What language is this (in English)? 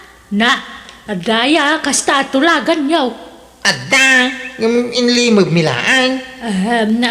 Iloko